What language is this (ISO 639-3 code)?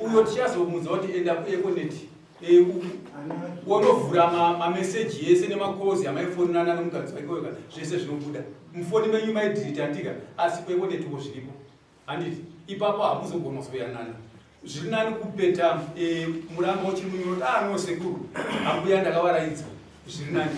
sna